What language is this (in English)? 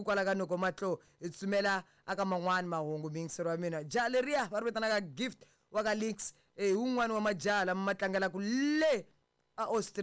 Tsonga